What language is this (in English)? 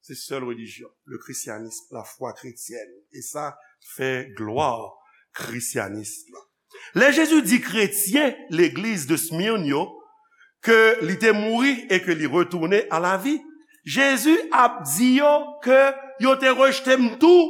Haitian Creole